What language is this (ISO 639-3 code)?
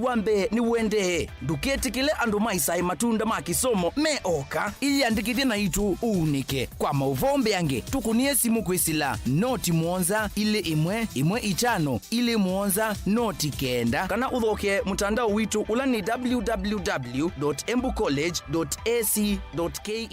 kam